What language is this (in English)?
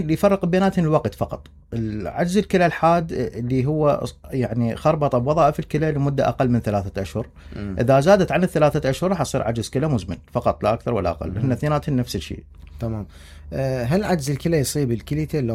Mesopotamian Arabic